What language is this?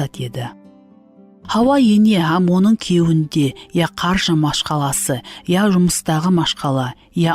Kara-Kalpak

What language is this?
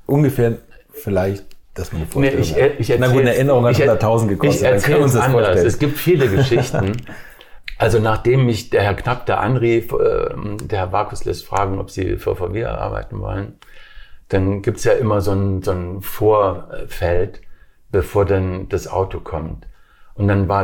German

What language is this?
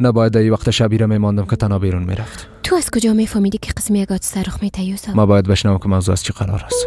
Persian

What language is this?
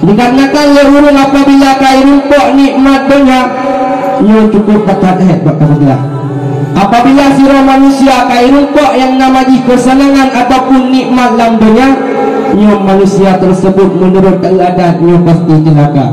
Achinese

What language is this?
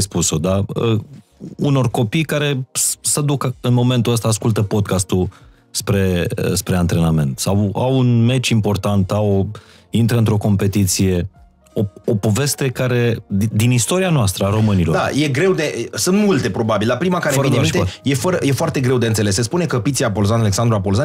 Romanian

